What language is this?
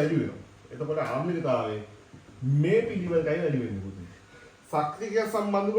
Sinhala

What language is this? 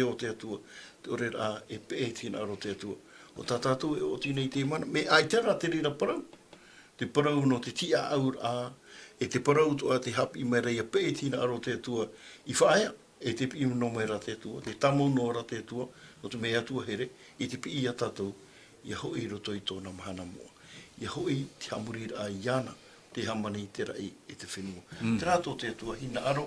Tahitian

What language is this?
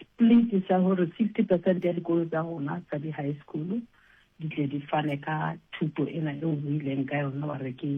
Southern Sotho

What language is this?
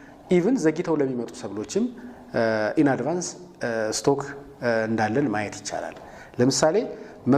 Amharic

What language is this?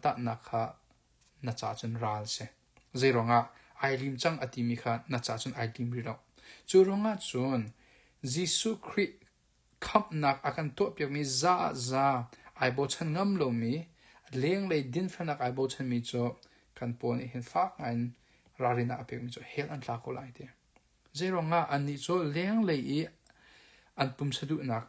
Hakha Chin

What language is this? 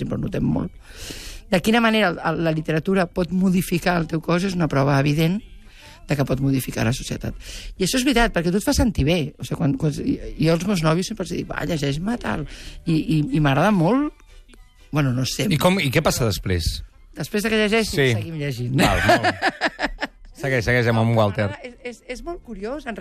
Catalan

